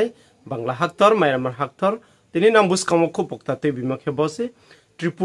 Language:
Riang (India)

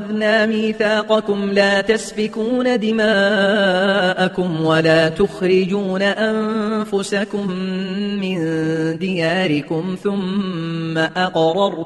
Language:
Arabic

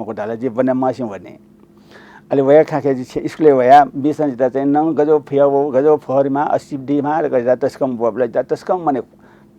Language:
Newari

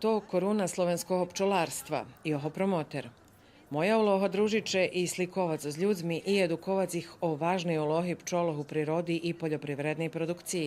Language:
Rusyn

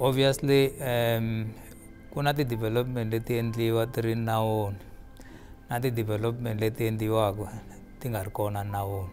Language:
Tsonga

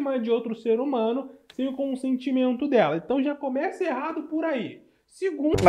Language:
Portuguese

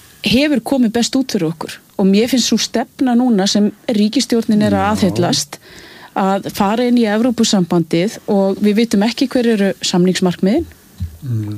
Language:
Icelandic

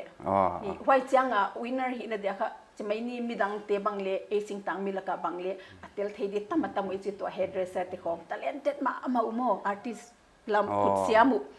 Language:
Paite Chin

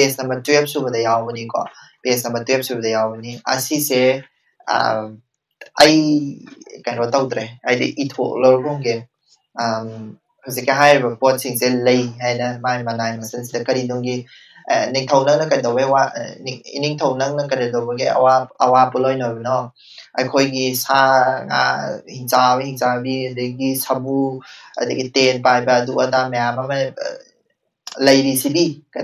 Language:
Manipuri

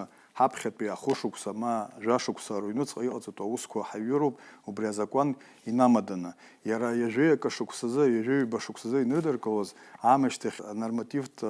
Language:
Abkhazian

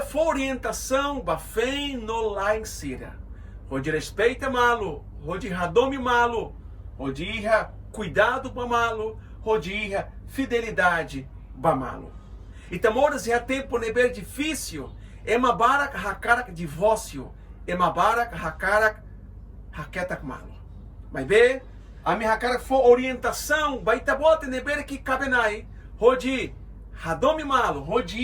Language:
Tetum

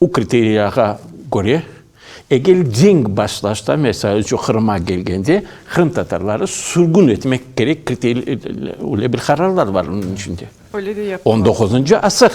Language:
Crimean Tatar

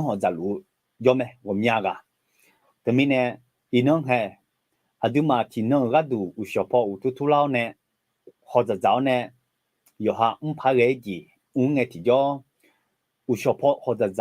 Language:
Akha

